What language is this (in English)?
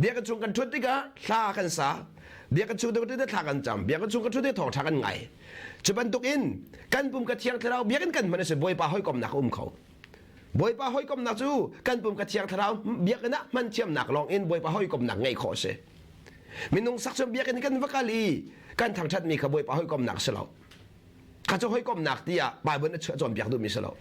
Hakha Chin